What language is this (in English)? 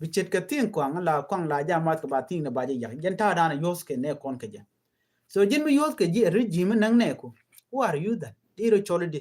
Nuer